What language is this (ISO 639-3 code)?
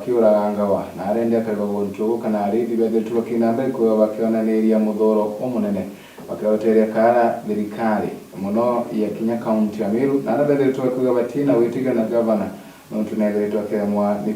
mer